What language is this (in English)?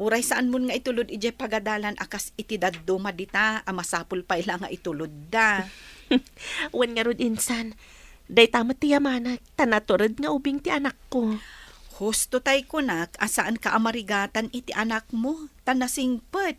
Iloko